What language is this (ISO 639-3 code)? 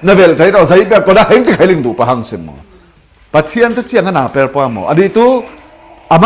cfm